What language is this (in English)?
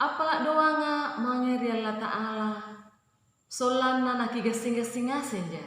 Makasar